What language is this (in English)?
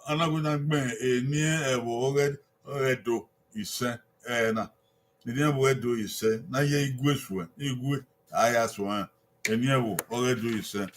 Bini